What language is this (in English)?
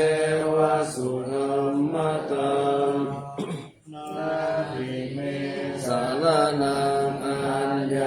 Pali